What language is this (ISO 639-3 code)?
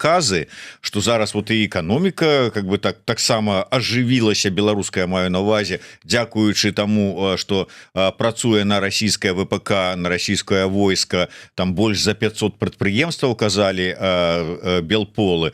bel